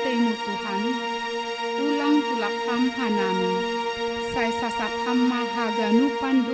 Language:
Batak Simalungun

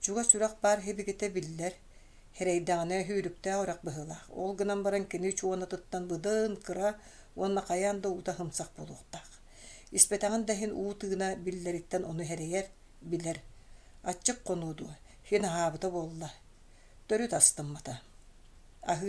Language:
Yakut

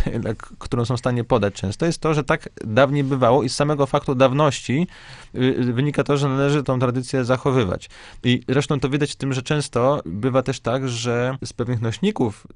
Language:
Polish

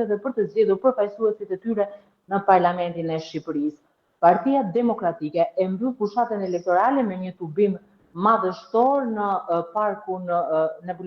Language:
Albanian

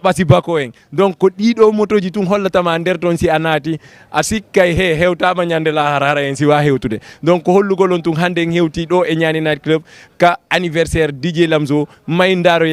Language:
Fula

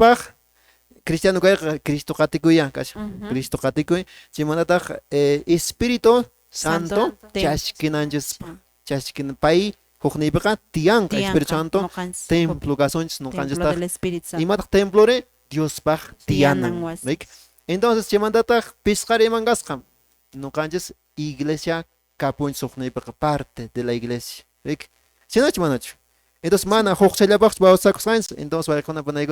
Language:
Quechua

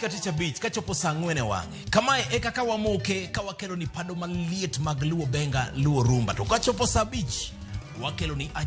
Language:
Luo (Kenya and Tanzania)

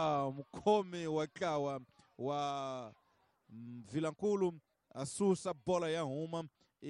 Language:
Tsonga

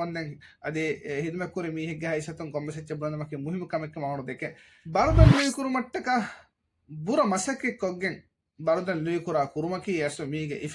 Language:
Divehi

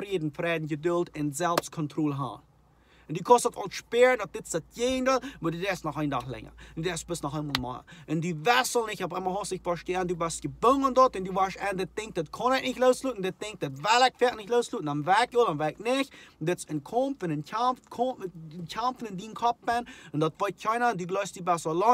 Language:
Plautdietsch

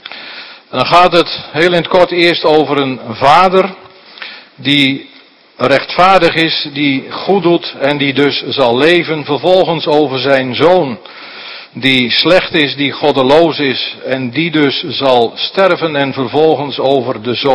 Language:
Dutch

